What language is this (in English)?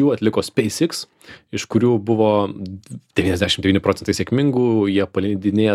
Lithuanian